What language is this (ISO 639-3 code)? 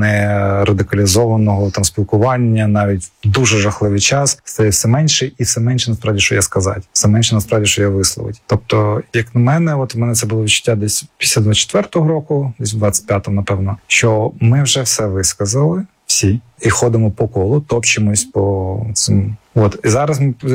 ukr